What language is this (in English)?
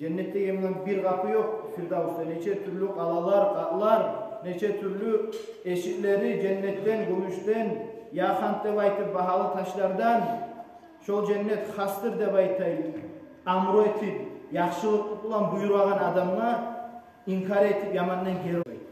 Kumyk